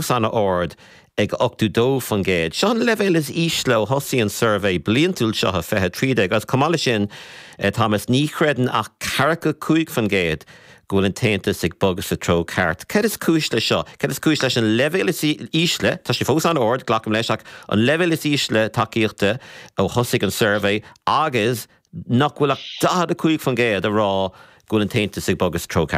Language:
Irish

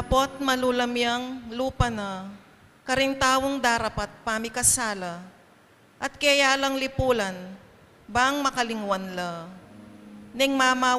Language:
Pampanga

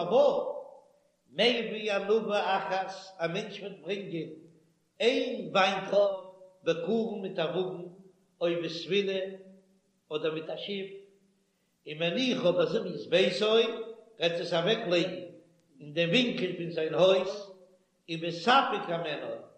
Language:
Yiddish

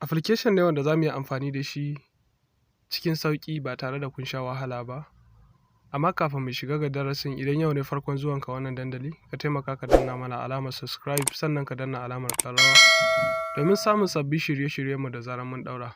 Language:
Hausa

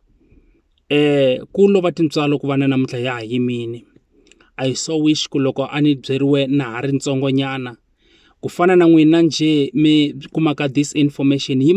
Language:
Tsonga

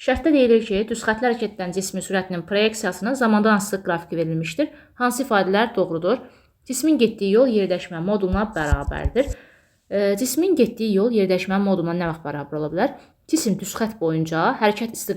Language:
Azerbaijani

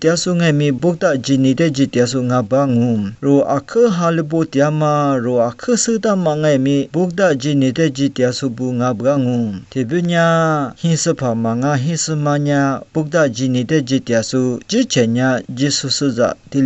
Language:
Lisu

